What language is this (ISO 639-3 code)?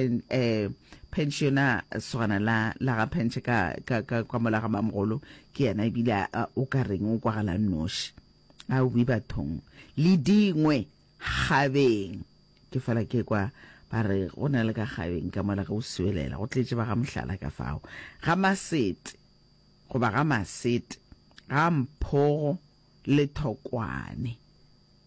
nso